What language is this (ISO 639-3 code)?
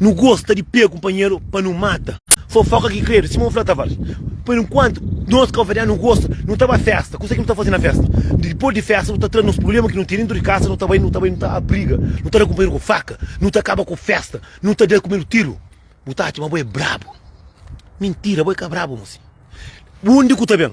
kea